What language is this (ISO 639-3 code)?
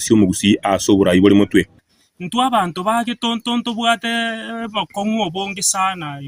guz